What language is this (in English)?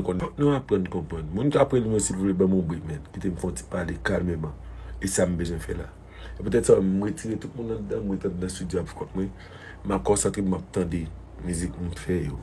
Haitian Creole